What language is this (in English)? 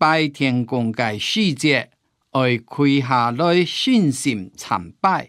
Hakka Chinese